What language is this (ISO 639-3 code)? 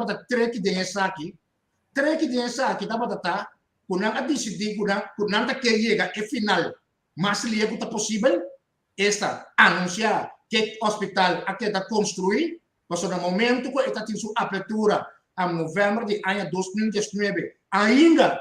pap